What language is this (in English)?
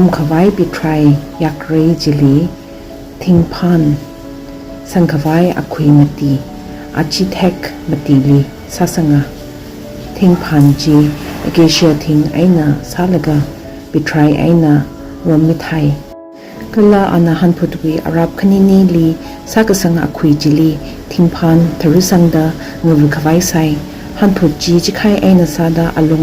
Tangkhul Naga (India)